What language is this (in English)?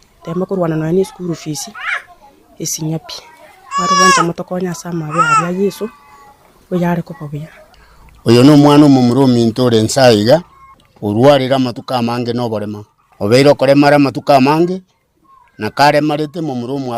Gusii